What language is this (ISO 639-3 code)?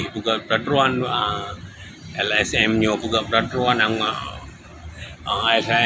ace